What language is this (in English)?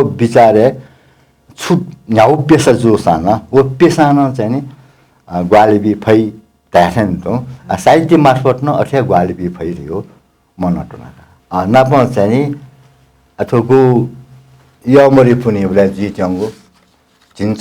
Newari